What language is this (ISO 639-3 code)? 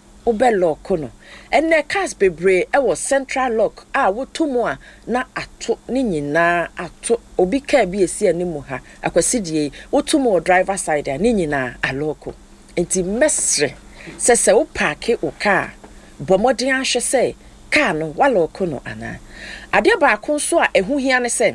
aka